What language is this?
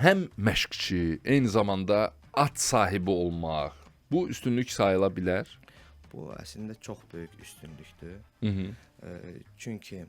Azerbaijani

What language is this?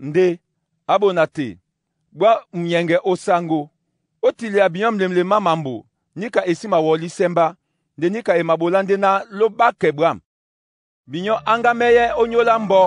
Duala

